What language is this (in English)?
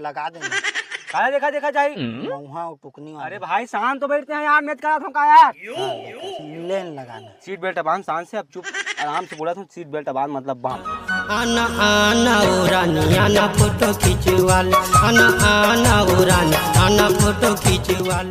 Chhattisgarhi